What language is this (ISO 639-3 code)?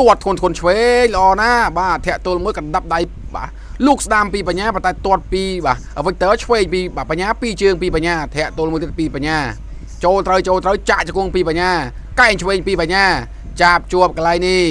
khm